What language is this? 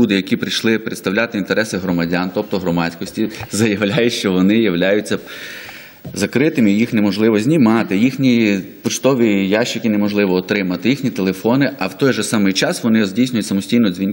Ukrainian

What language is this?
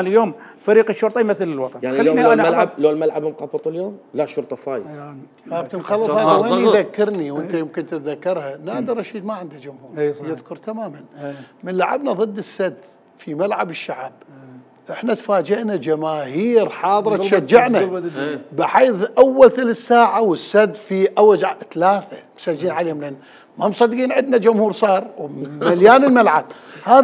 Mesopotamian Arabic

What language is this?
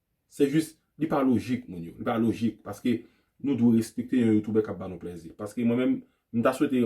Haitian Creole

